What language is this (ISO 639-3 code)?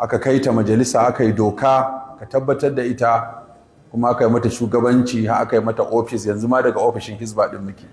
hau